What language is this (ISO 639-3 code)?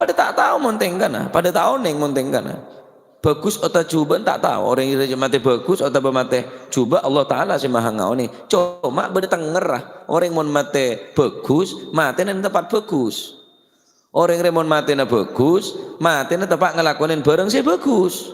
mad